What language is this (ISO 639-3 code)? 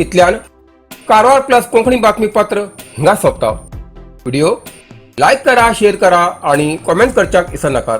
kok